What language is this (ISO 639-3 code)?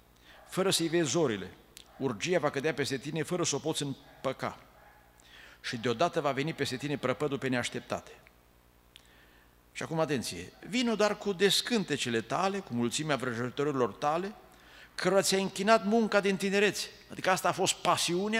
ron